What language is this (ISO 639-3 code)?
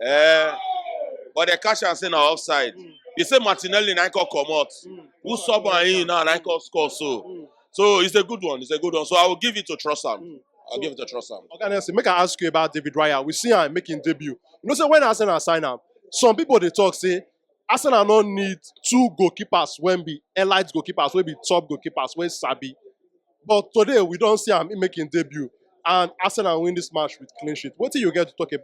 pcm